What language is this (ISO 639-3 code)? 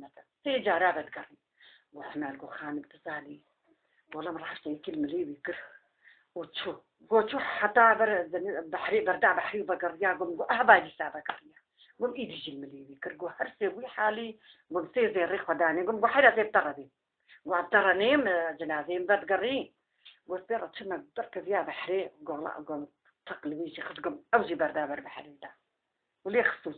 kur